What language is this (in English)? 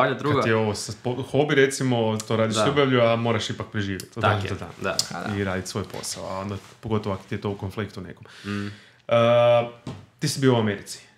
Croatian